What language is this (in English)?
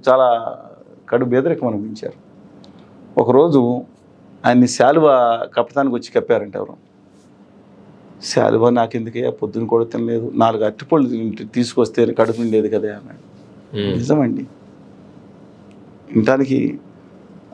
Telugu